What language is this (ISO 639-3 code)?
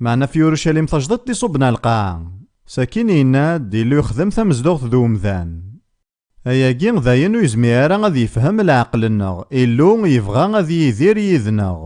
kab